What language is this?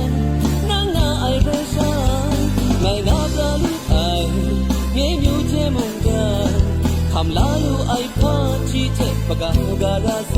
Kachin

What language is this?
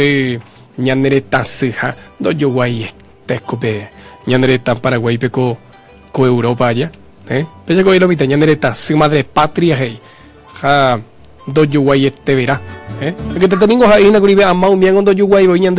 Guarani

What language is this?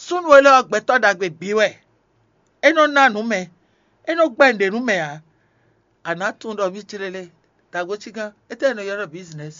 Fon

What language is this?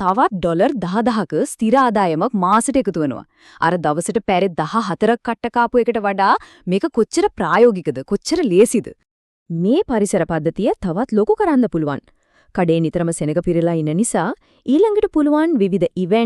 Sinhala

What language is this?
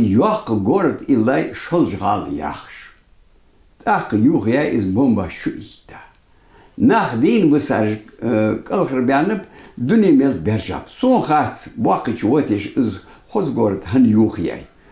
Ingush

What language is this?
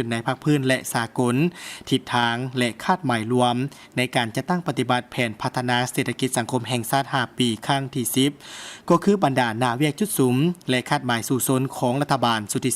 Lao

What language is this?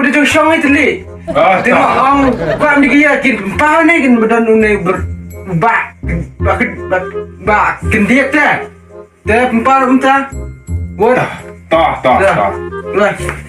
Khasi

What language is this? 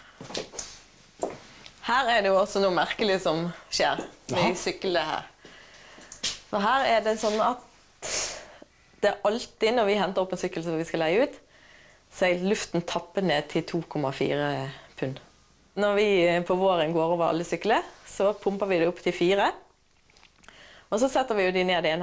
Norwegian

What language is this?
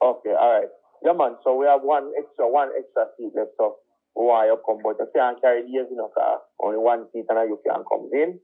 Jamaican Creole English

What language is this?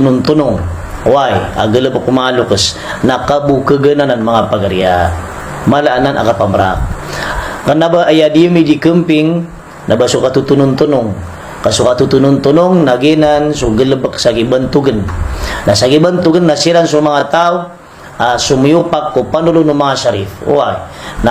Maranao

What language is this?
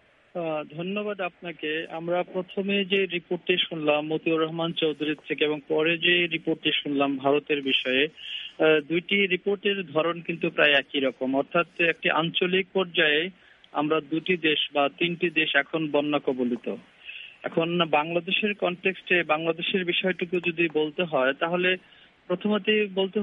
Bangla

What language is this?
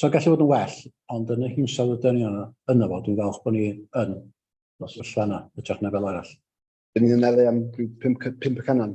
Welsh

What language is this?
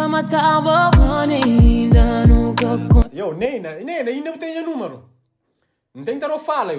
Kabuverdianu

